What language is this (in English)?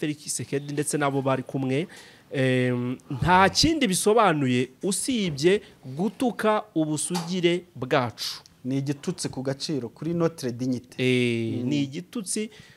Kinyarwanda